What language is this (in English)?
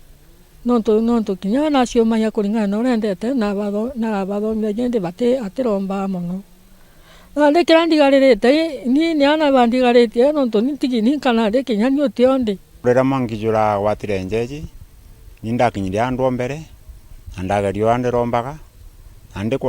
Meru